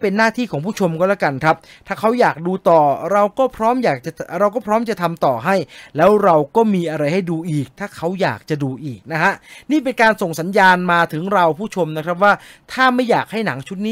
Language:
Thai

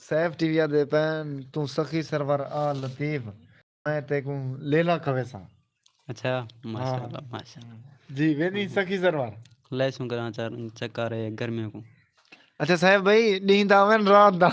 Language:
Saraiki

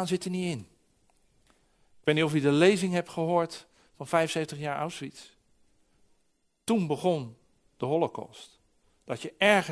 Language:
Dutch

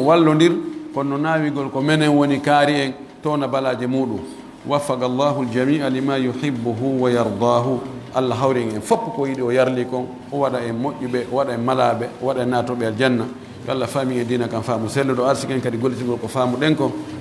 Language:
Pular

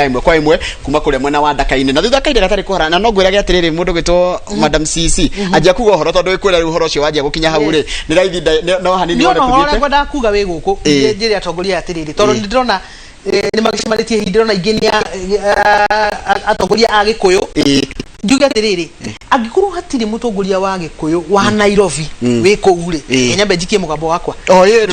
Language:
Kikuyu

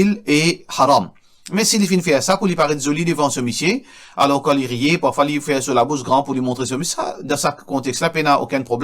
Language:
Morisyen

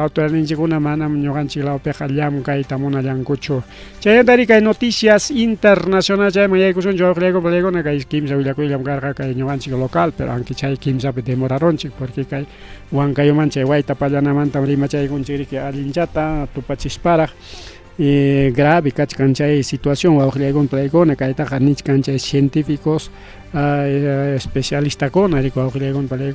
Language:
Ayacucho Quechua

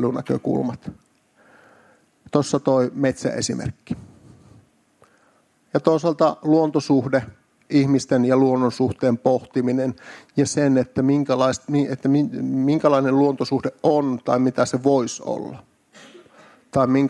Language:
Finnish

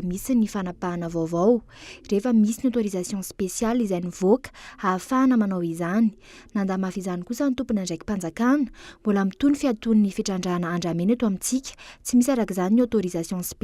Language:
Malagasy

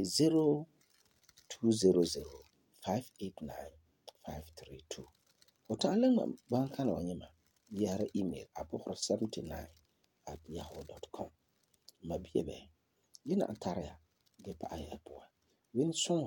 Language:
Frafra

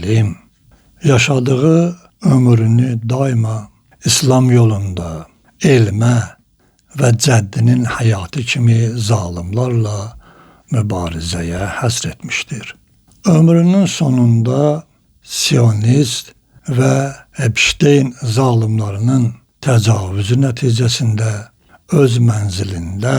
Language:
Azerbaijani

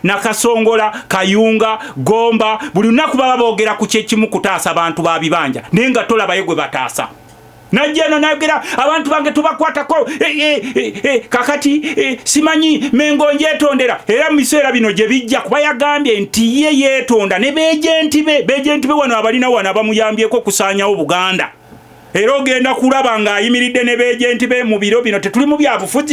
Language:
Ganda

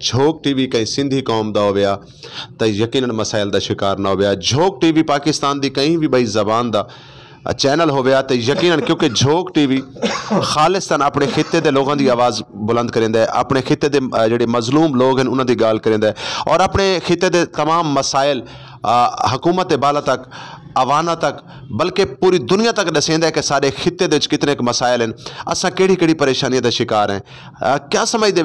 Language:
Saraiki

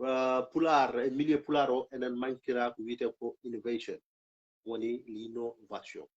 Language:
Fula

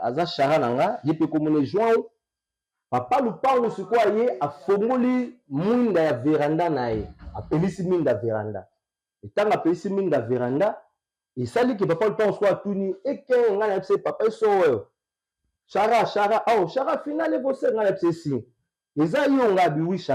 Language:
Lingala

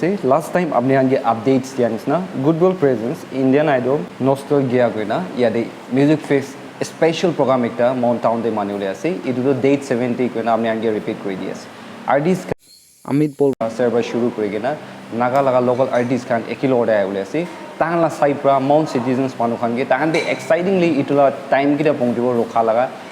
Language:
Naga Pidgin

